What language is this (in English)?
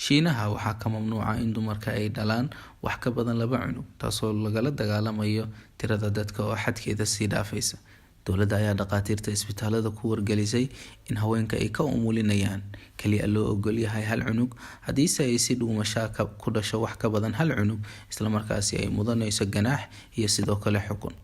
Somali